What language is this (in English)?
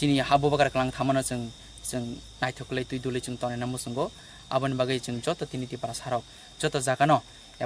Kok Borok